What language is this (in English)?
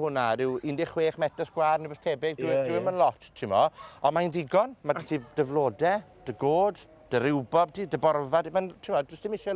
Welsh